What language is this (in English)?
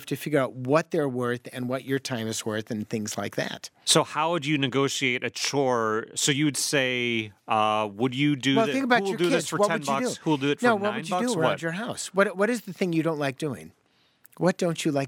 English